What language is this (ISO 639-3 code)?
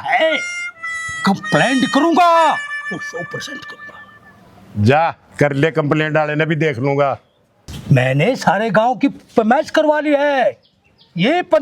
bgc